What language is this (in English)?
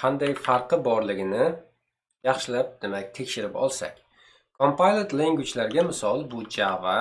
Uzbek